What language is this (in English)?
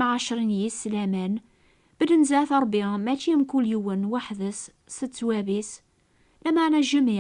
Kabyle